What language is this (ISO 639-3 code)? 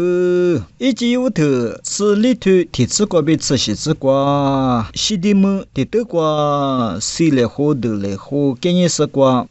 lis